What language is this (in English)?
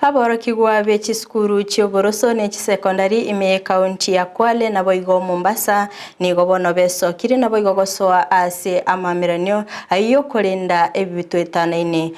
Gusii